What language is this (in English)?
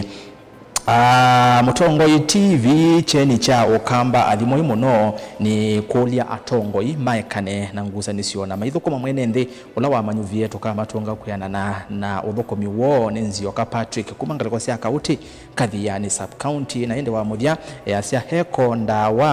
Kamba